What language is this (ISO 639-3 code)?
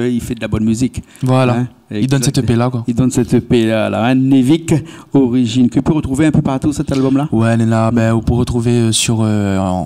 rcf